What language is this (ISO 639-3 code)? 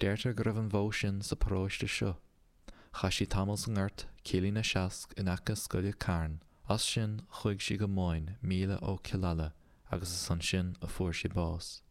gle